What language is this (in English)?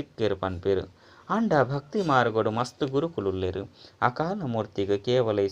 Tulu